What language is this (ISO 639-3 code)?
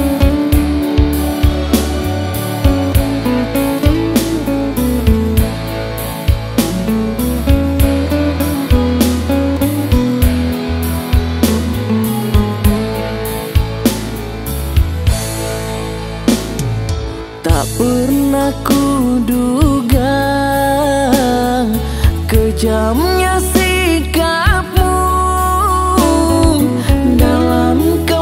ind